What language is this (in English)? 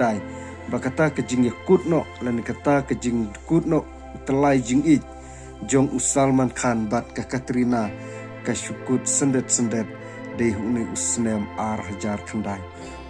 Khasi